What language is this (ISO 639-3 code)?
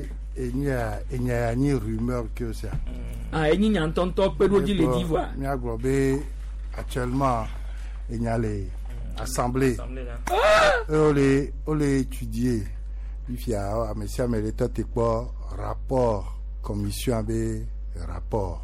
gej